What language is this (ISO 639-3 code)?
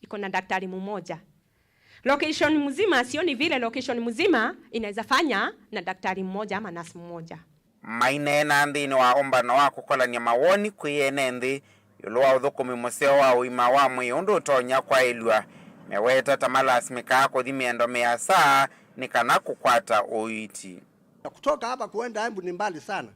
kam